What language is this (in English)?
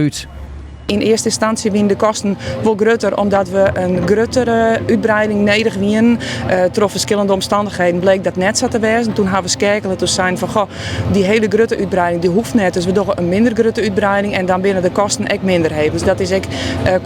Western Frisian